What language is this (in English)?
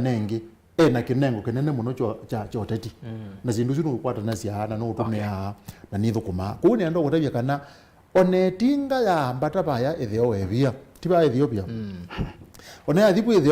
Kamba